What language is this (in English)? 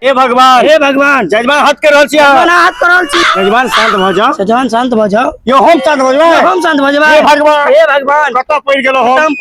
Maithili